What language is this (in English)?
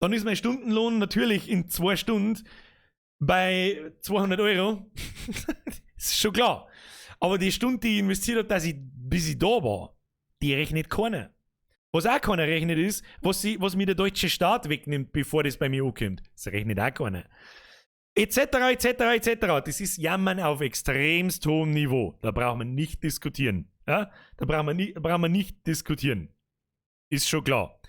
Bavarian